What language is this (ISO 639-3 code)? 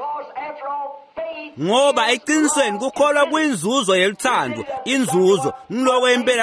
ssw